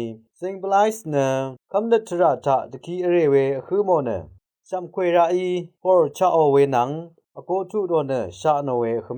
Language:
Rawang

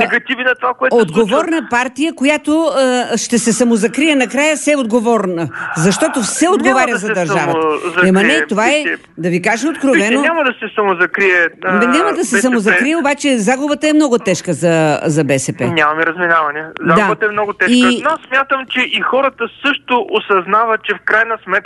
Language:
Bulgarian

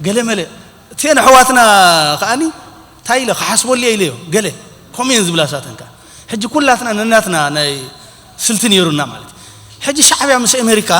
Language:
Tigrinya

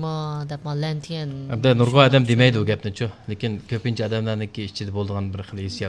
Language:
Uyghur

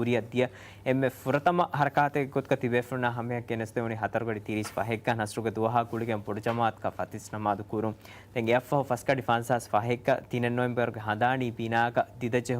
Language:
Divehi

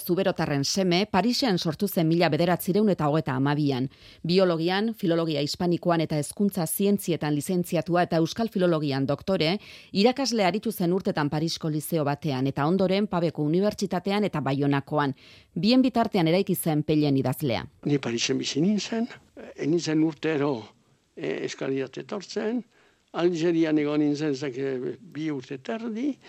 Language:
Basque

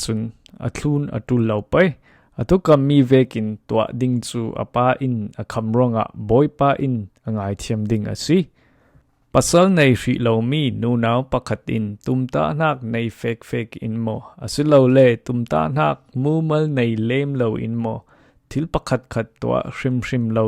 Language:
Falam Chin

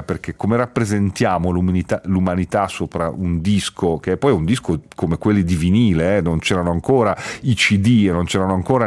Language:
Italian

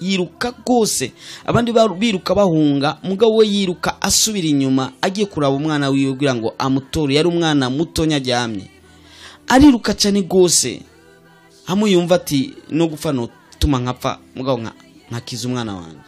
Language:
Rundi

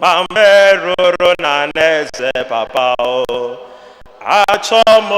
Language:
Igbo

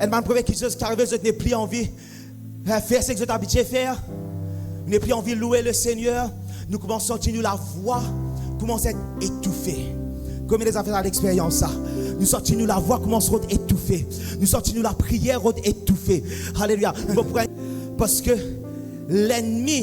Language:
Morisyen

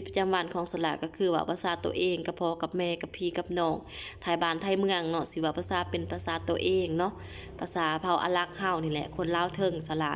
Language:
Lao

